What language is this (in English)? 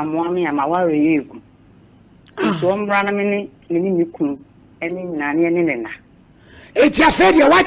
Akan